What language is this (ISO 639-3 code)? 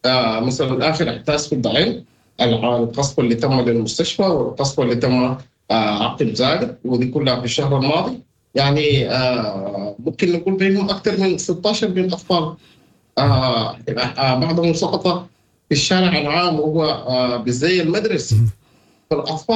apd